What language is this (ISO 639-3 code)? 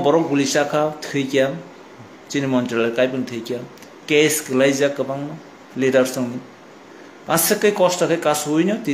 trp